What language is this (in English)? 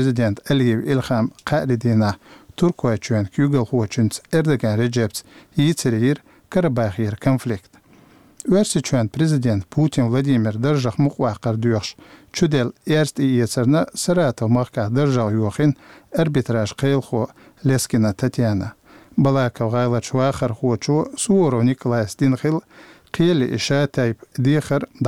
Chechen